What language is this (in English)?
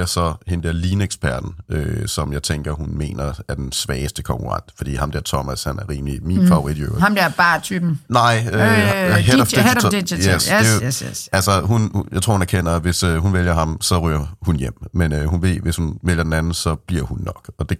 Danish